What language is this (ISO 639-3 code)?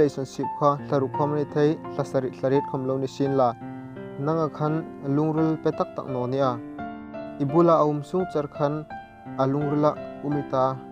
hmr